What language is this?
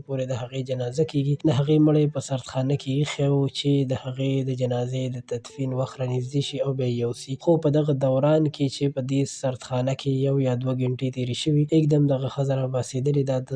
Pashto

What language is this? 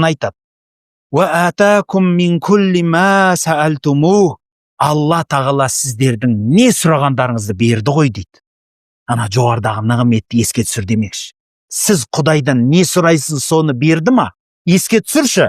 Kazakh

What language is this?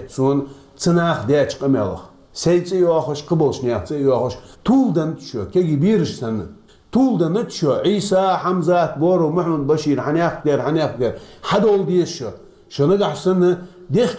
Chechen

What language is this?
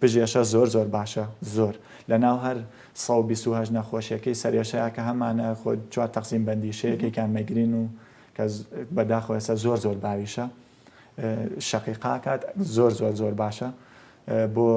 Central Kurdish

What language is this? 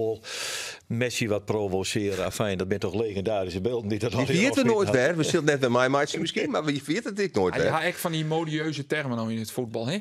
Western Frisian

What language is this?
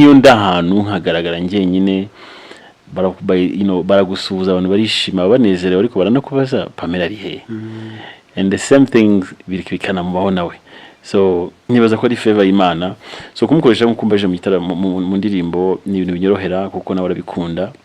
Kinyarwanda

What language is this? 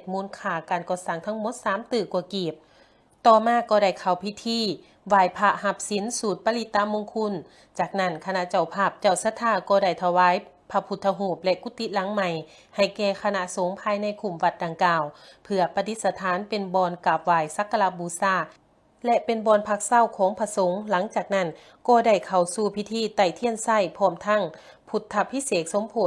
Lao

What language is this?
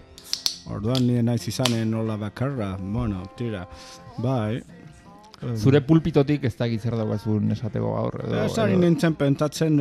Basque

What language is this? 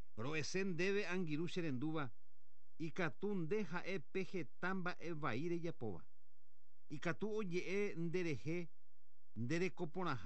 Guarani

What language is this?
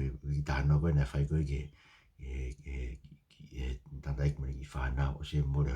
Tongan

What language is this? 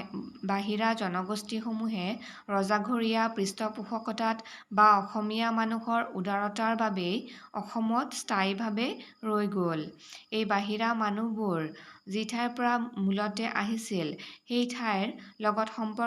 Assamese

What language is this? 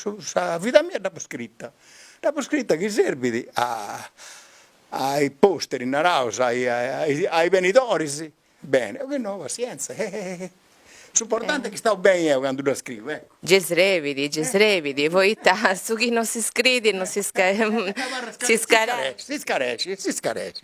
Sardinian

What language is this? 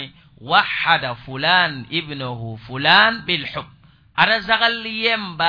Mossi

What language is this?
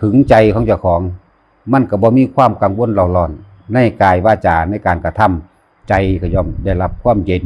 Northeastern Thai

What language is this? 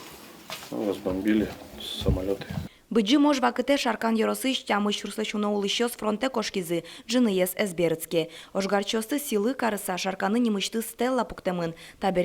Udmurt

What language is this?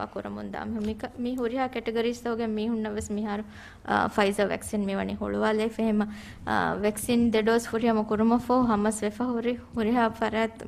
Divehi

